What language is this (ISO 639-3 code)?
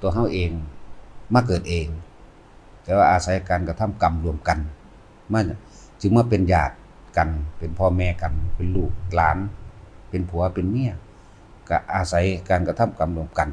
lao